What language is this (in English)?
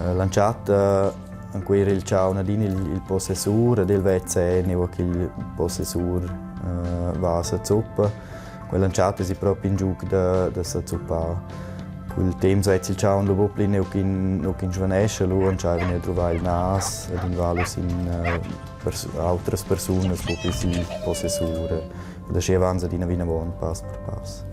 Romansh